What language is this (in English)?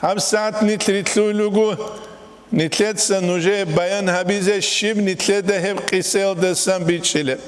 Avaric